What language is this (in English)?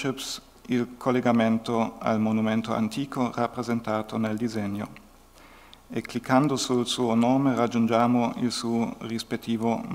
Italian